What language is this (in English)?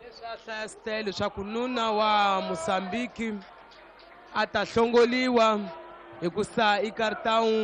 Tsonga